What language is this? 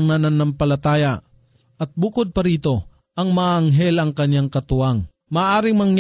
Filipino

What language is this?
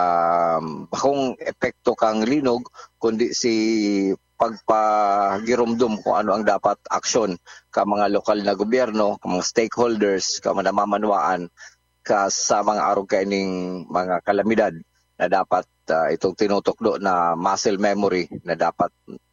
Bikol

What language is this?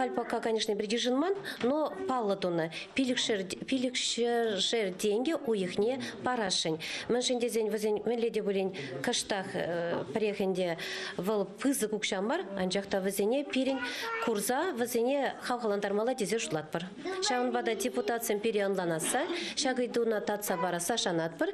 Chuvash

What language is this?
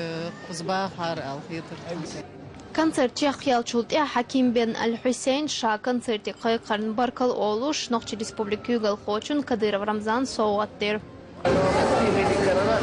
Chechen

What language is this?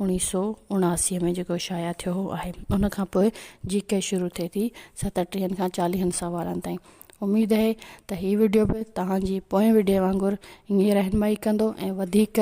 Sindhi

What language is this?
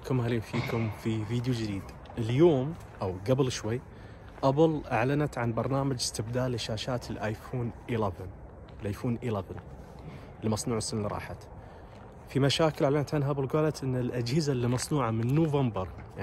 Najdi Arabic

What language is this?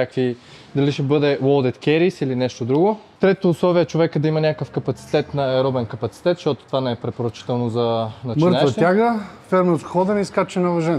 Bulgarian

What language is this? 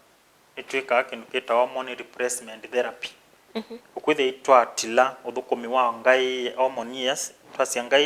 Kamba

